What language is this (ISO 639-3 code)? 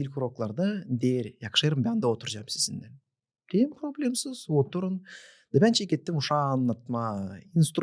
gag